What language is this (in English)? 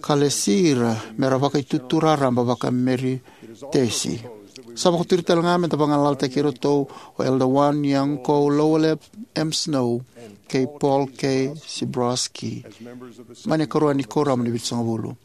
Fijian